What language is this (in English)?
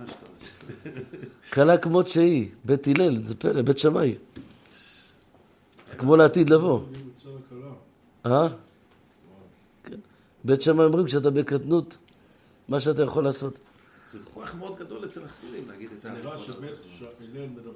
Hebrew